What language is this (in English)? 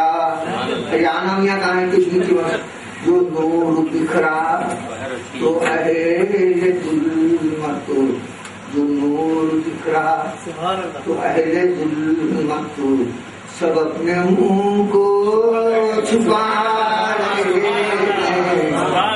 Urdu